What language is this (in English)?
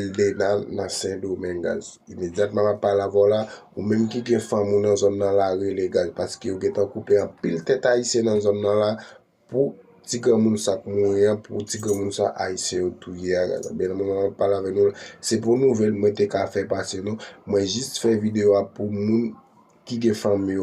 Haitian Creole